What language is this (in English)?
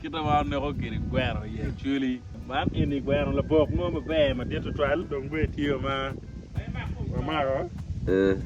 Acoli